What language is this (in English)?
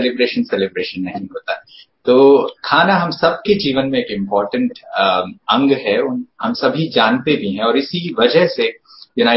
Hindi